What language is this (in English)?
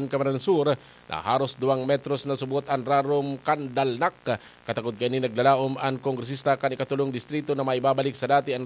Bikol